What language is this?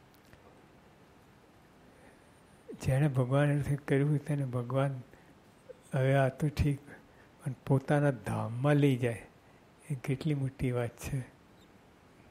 Gujarati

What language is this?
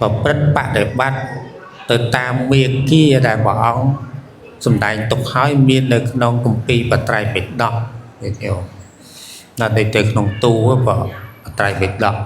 Khmer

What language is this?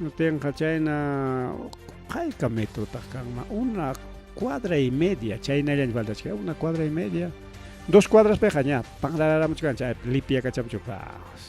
Ayacucho Quechua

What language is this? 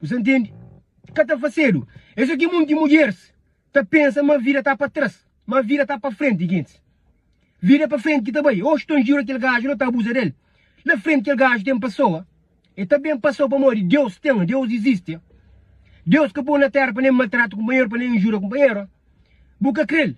Kabuverdianu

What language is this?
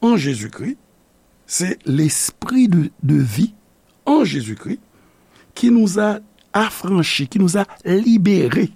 Haitian Creole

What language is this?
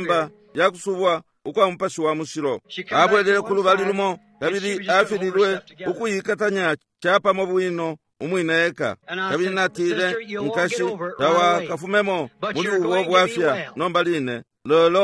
Bemba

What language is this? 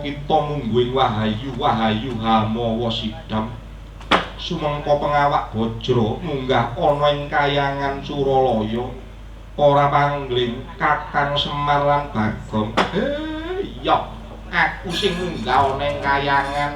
Javanese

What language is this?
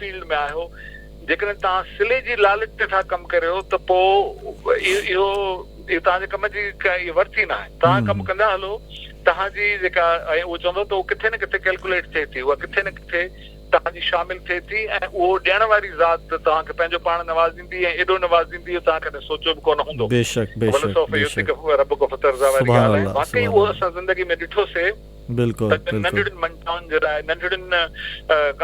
Sindhi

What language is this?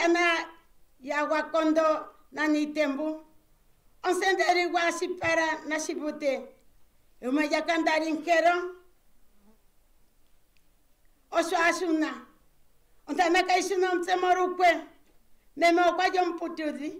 Swahili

